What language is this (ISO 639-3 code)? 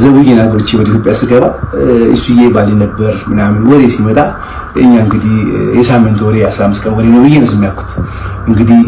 amh